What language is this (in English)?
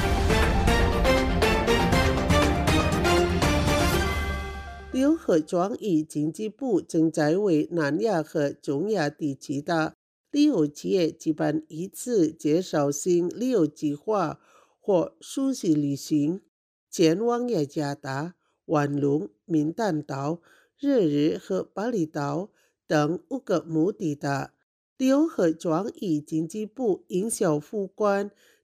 Chinese